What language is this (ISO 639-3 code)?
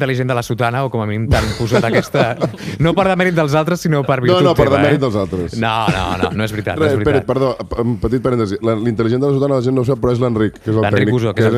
cat